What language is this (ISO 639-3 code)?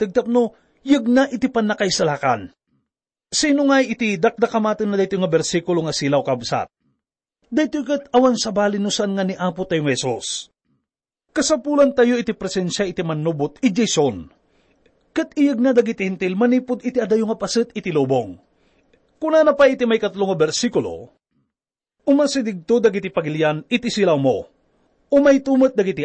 ilo